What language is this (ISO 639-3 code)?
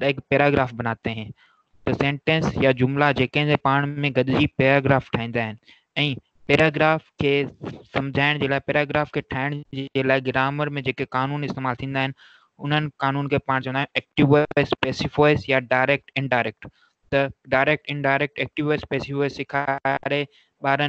snd